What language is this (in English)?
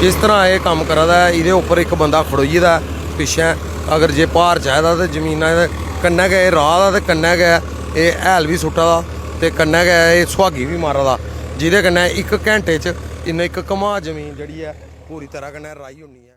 Dogri